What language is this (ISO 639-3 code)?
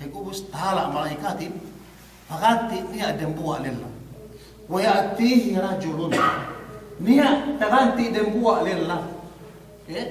yka